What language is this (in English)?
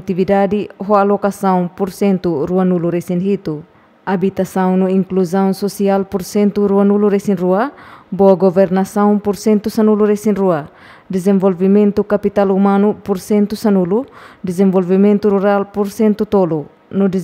Tetum